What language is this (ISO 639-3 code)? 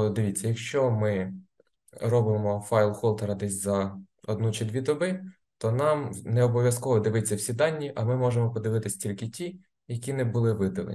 ukr